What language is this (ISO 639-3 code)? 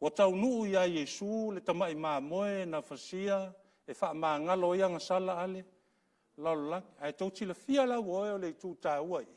smo